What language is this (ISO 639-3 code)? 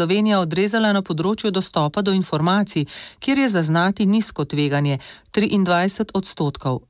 slv